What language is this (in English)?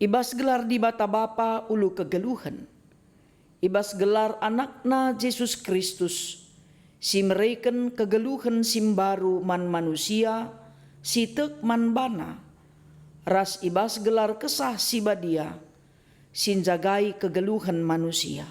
Batak Karo